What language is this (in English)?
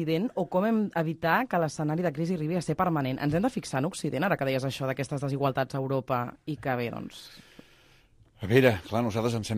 Catalan